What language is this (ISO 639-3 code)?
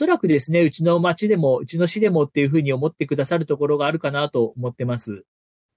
jpn